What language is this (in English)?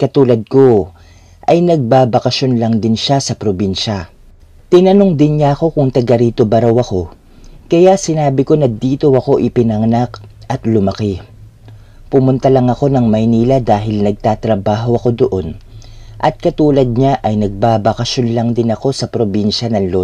Filipino